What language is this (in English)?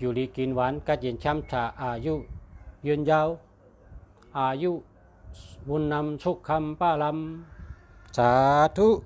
Shan